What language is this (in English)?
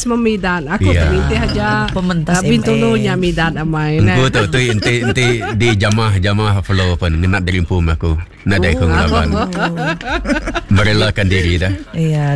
Iban